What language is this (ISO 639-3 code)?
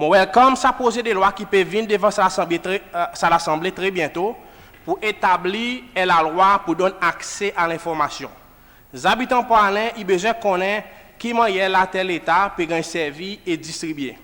crs